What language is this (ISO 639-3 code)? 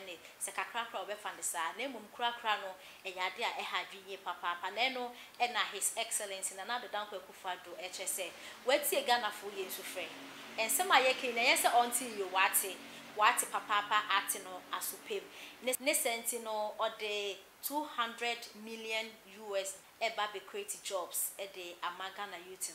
aka